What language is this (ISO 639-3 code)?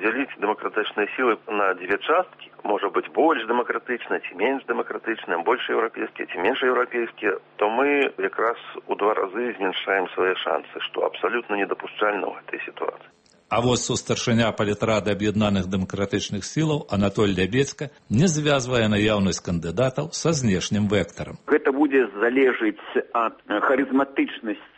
bel